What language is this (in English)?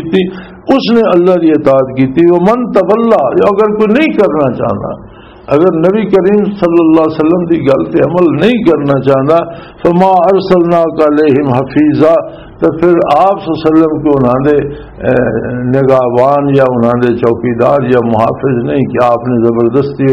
Western Panjabi